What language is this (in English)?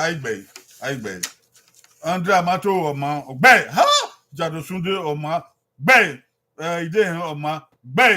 Bini